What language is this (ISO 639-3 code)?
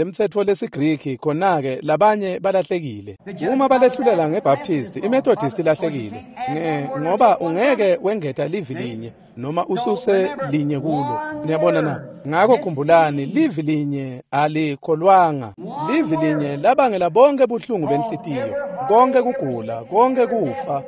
ssw